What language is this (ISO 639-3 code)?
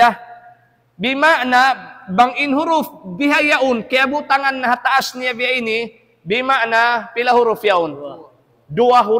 tsg